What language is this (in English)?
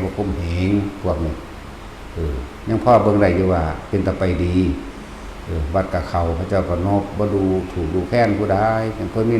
Lao